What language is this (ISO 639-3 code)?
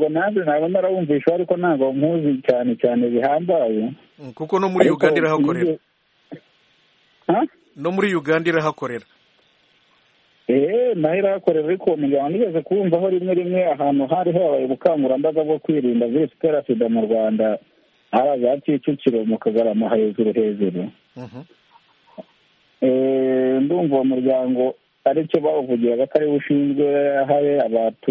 kin